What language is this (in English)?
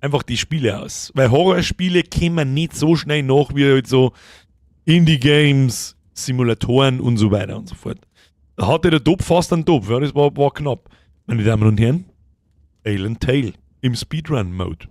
Bavarian